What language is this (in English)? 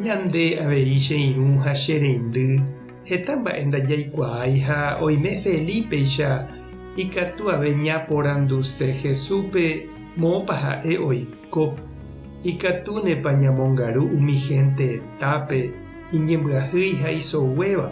Guarani